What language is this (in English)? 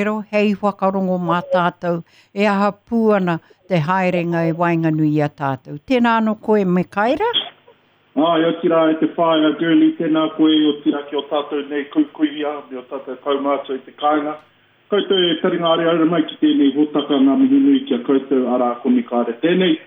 Māori